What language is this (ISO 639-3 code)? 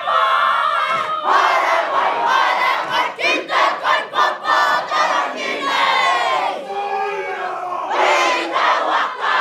mri